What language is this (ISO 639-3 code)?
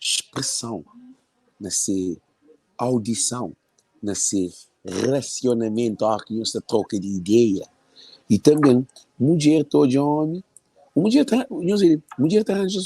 kea